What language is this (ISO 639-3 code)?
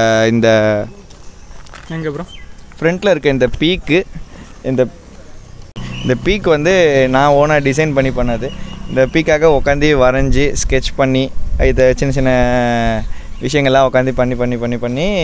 tam